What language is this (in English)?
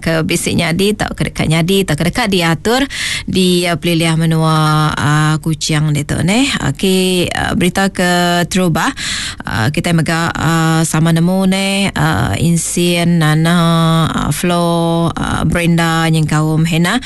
Iban